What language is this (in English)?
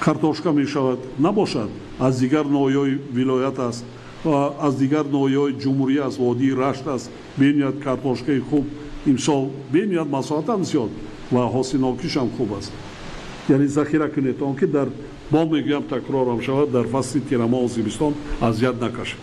Tajik